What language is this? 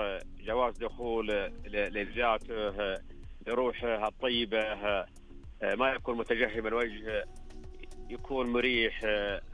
Najdi Arabic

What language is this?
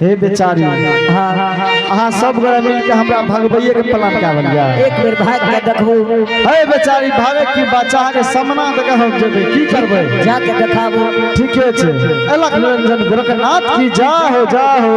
Angika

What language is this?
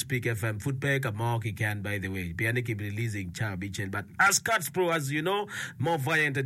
Acoli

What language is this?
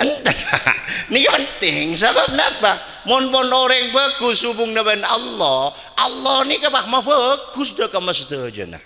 Madurese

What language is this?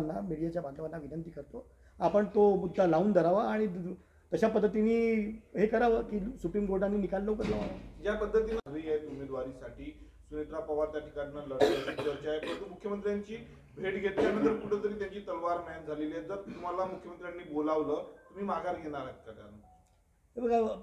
Marathi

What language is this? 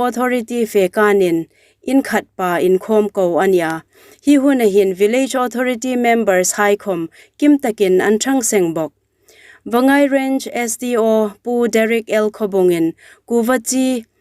Hmar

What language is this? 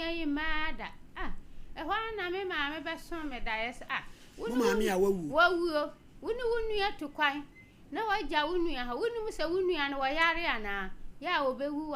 Akan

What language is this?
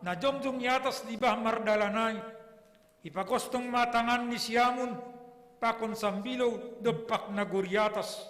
Batak Simalungun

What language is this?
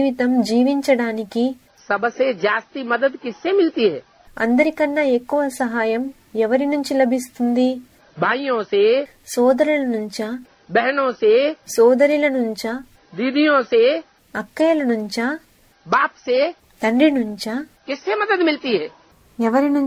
Telugu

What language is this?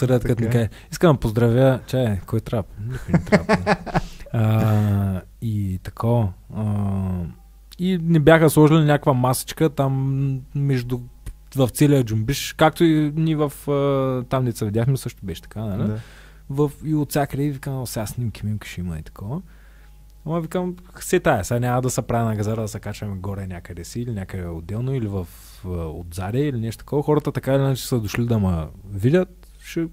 Bulgarian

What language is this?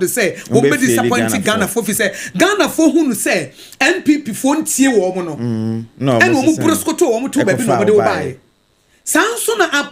Akan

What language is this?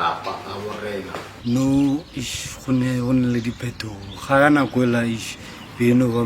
Northern Sotho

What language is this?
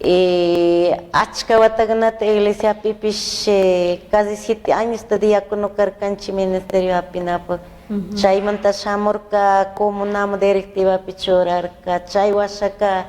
Chimborazo Highland Quichua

